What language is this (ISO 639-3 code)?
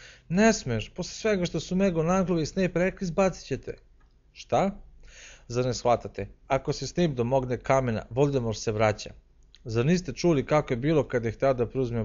srp